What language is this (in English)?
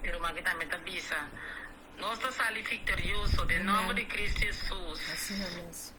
Papiamento